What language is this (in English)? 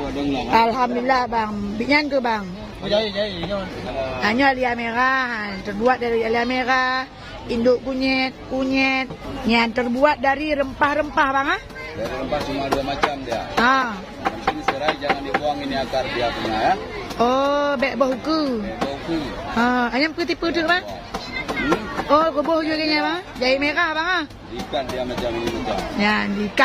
Achinese